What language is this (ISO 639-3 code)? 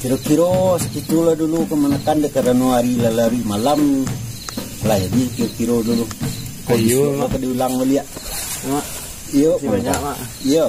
min